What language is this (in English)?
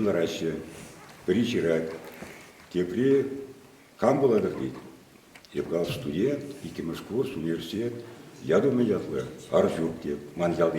Chuvash